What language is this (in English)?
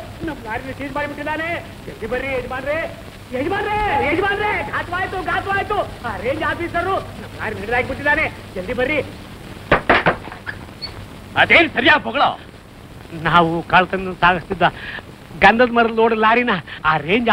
Kannada